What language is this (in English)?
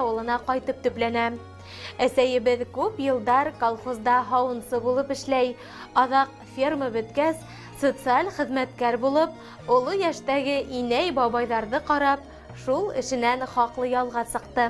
Bashkir